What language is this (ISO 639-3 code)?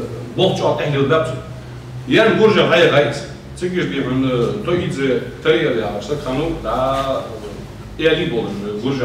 inh